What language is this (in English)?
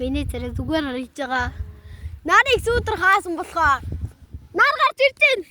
Mongolian